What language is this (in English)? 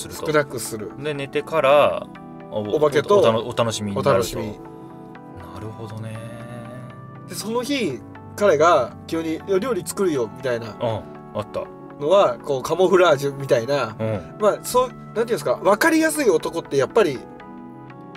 Japanese